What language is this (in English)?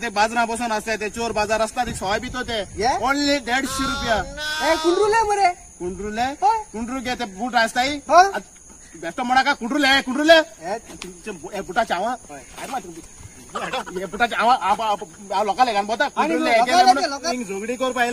Konkani